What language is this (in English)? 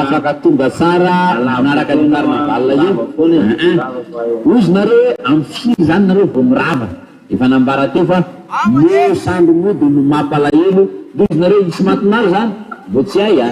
Malagasy